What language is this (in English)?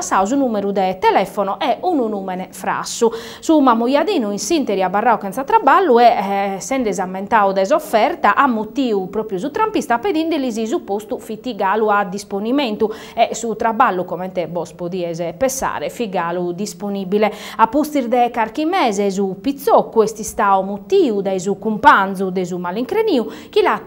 Sardinian